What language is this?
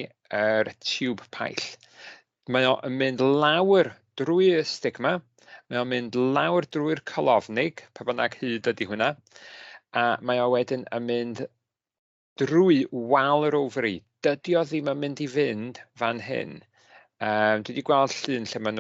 Welsh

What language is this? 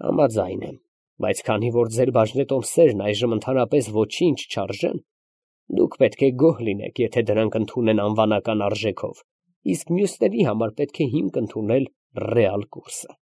Armenian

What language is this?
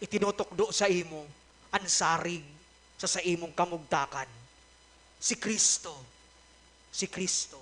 Bikol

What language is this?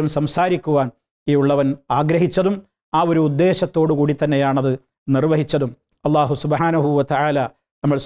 Malayalam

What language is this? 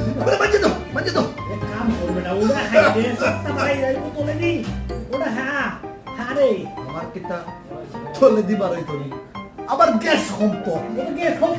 Sylheti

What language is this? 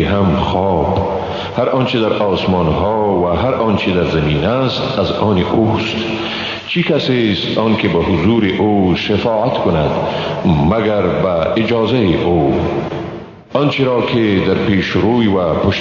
Persian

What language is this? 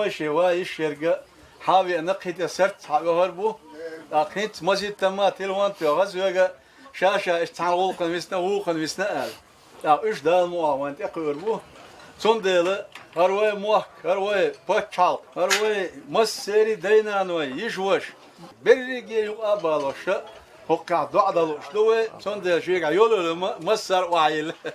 Chechen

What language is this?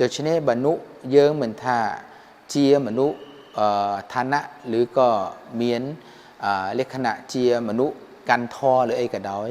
Khmer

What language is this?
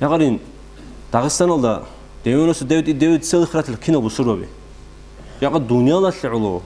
Avaric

